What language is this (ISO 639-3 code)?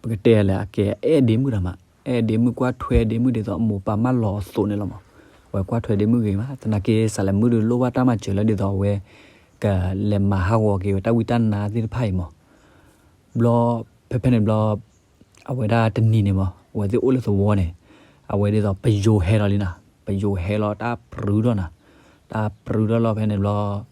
ksw